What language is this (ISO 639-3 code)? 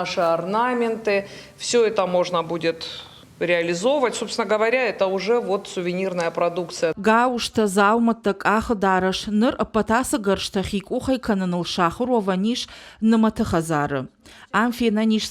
oss